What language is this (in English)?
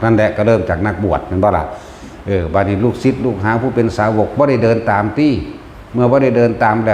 Northeastern Thai